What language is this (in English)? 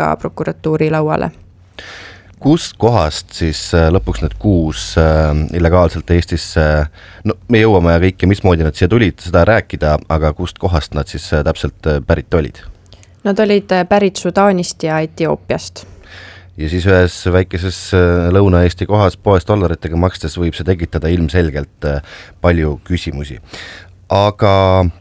Estonian